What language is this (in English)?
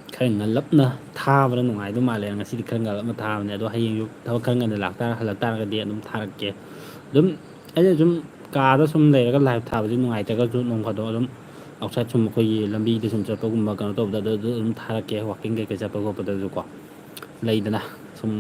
Manipuri